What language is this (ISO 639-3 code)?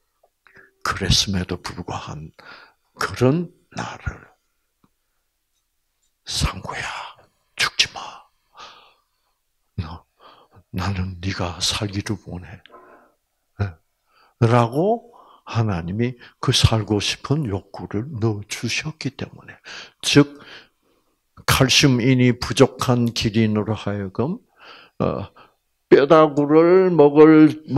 kor